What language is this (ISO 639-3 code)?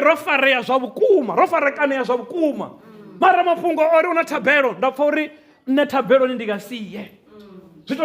ven